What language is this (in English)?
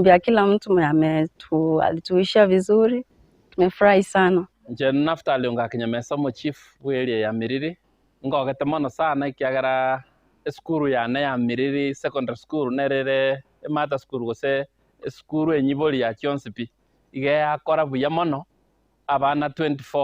Gusii